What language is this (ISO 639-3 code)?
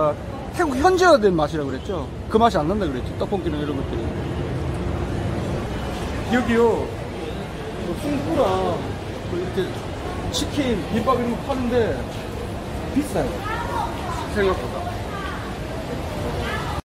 kor